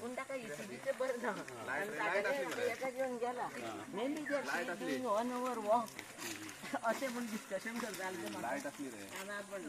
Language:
Konkani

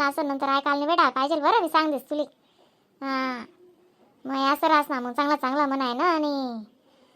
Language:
Khandesi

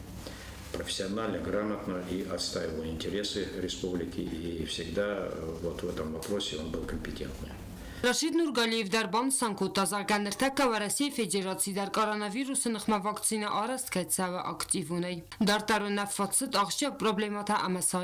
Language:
Ossetic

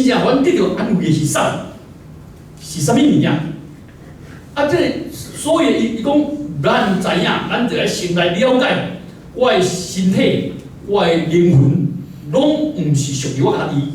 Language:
Min Nan Chinese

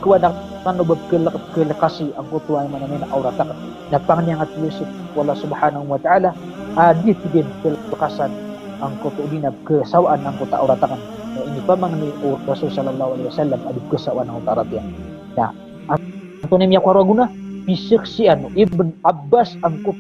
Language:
Maranao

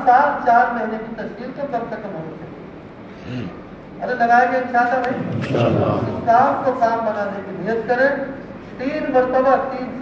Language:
Urdu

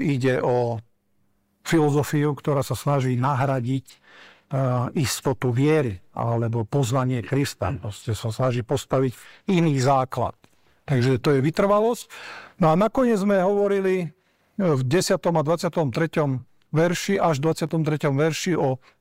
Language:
Slovak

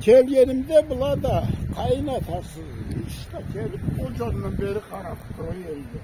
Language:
Karachay-Balkar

